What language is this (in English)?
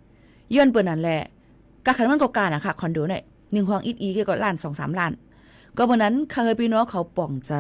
Shan